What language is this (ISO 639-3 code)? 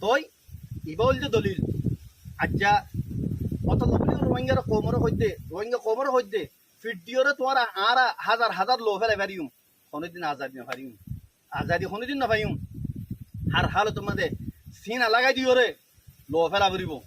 rhg